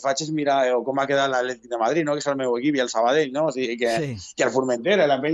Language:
Catalan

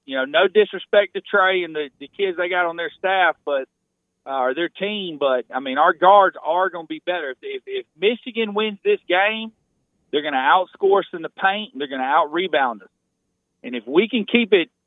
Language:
English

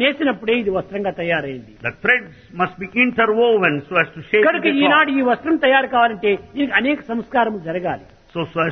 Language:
Telugu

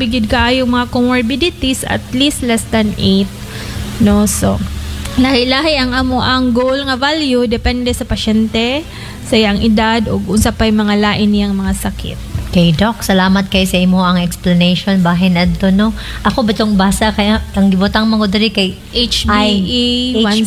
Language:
Cebuano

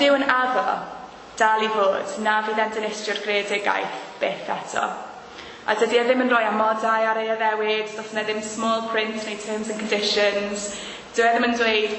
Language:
Welsh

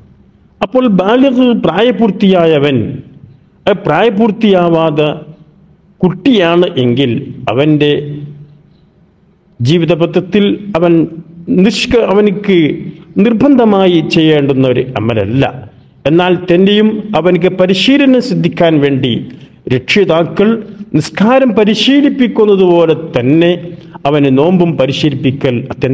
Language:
Malayalam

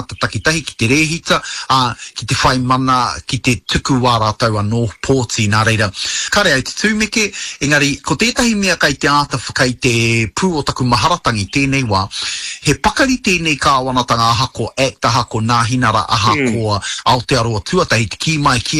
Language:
Māori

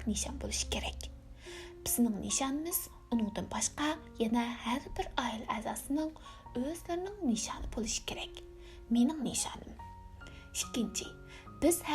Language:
Uyghur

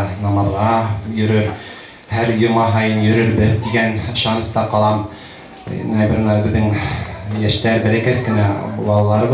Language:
Bashkir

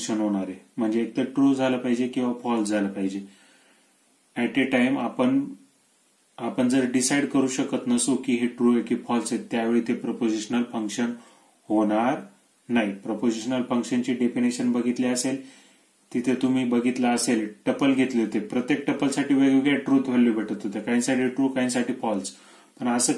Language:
Marathi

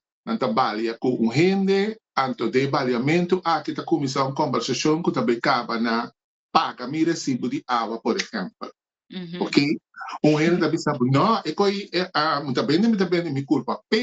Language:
Papiamento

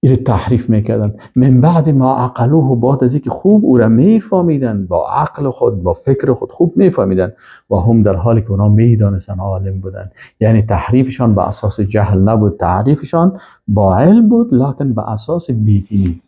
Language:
Persian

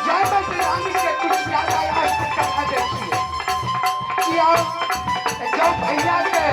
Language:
Maithili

